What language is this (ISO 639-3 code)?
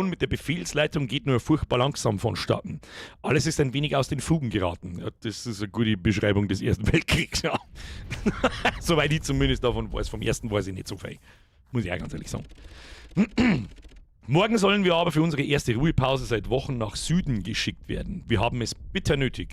bar